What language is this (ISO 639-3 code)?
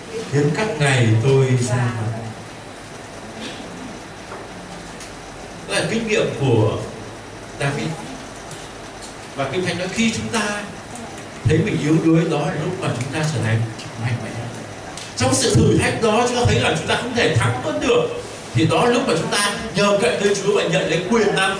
vie